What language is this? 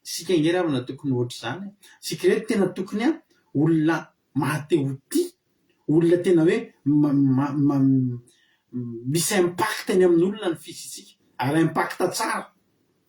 Malagasy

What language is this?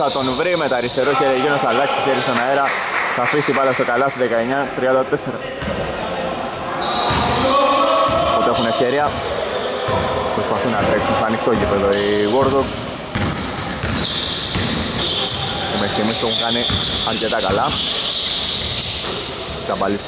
Greek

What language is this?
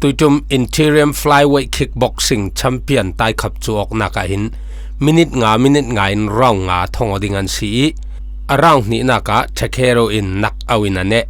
Falam Chin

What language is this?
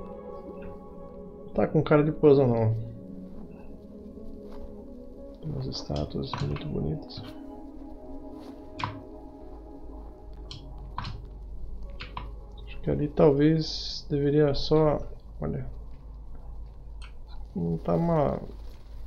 Portuguese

